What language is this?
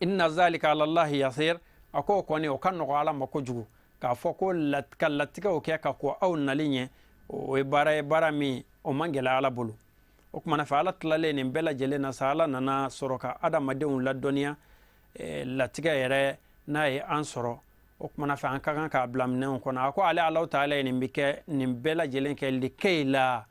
Bambara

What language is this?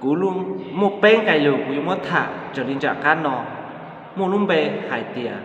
Hmong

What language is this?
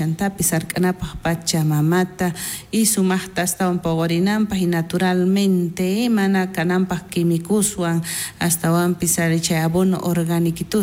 South Bolivian Quechua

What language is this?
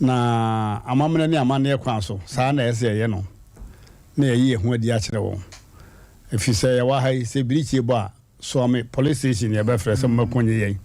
Akan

